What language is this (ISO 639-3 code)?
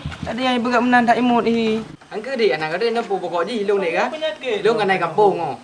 ace